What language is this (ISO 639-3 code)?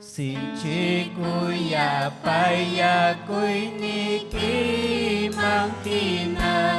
quy